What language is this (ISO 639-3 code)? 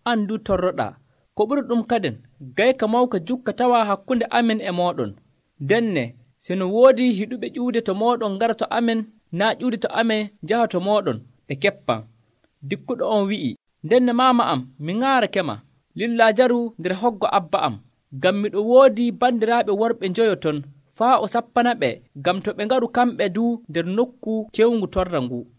fuv